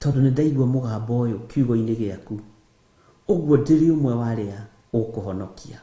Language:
Kikuyu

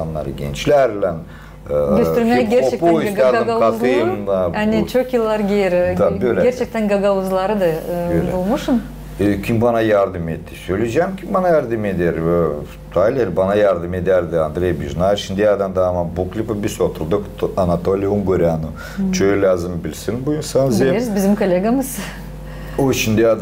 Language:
Gagauz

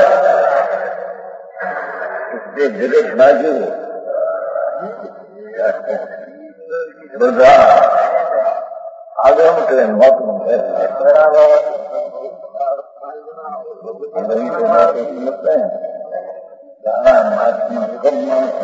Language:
Gujarati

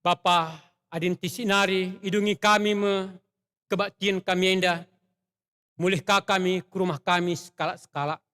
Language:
Batak Karo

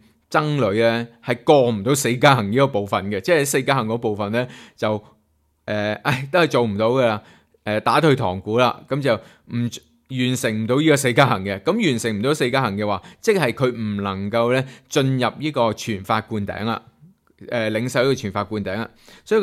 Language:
Cantonese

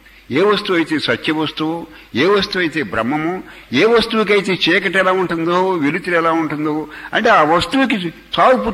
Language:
Telugu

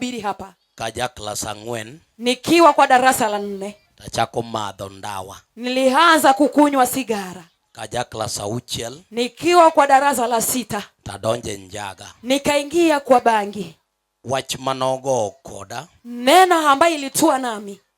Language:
Luo (Kenya and Tanzania)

